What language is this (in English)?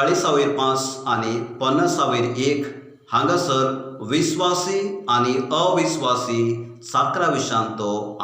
Konkani